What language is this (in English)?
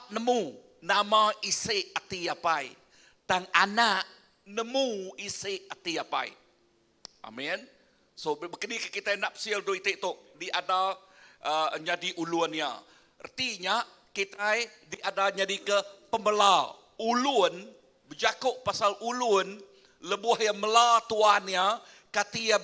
Iban